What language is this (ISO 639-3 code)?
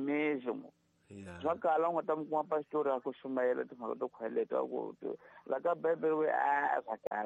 tso